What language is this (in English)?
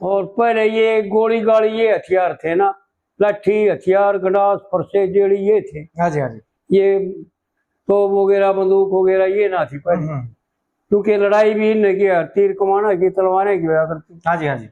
Haryanvi